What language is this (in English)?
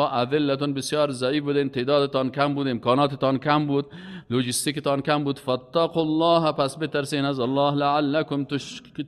Persian